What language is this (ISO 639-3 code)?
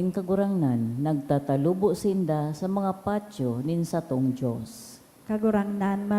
bik